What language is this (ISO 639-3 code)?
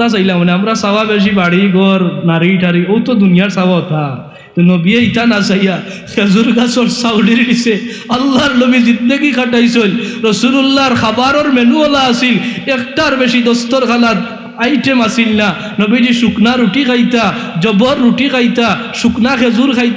syl